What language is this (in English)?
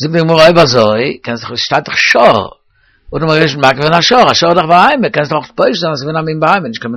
Yiddish